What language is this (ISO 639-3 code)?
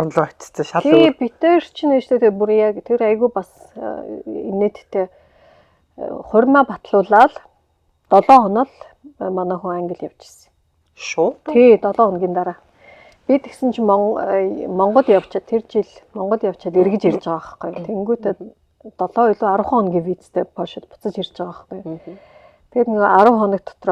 mon